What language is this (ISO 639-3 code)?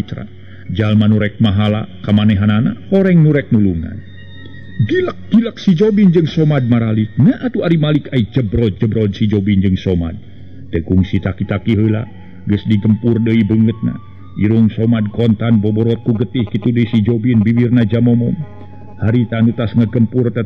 sun